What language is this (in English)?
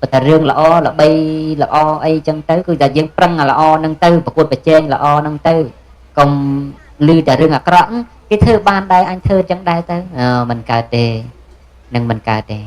Khmer